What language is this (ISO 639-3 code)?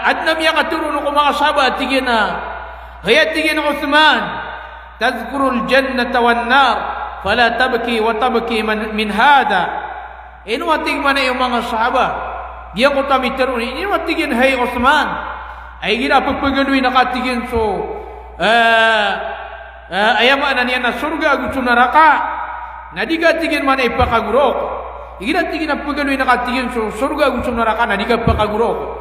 mrw